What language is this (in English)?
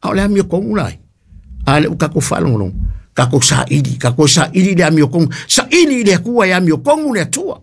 Samoan